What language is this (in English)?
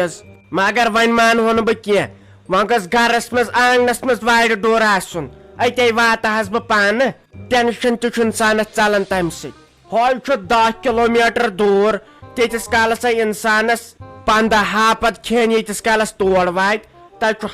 Kashmiri